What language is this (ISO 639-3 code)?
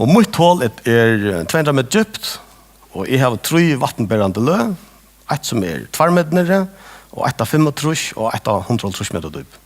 fao